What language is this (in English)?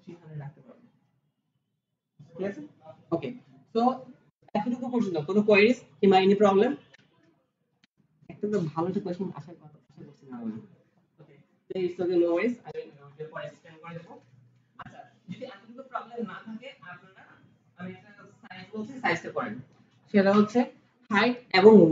Bangla